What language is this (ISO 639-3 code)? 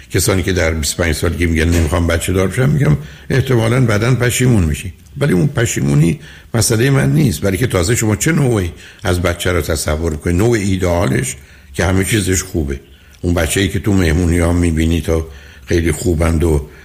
fas